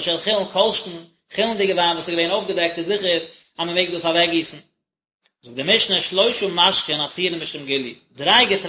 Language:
Yiddish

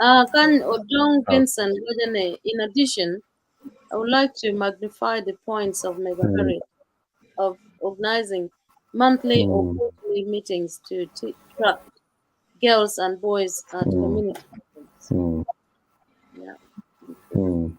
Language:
Acoli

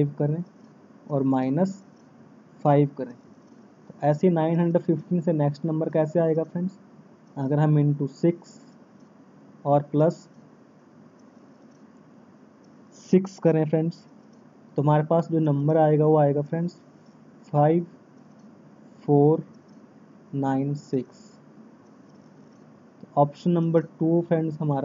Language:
Hindi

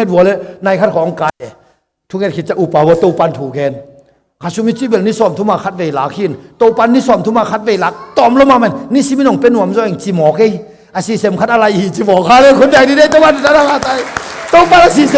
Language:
Tedim Chin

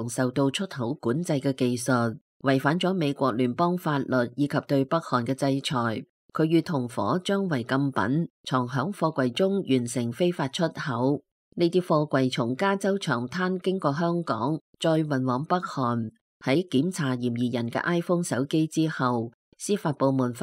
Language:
Cantonese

